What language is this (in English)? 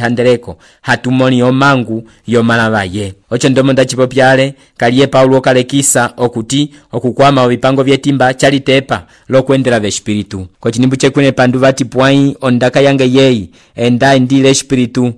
Umbundu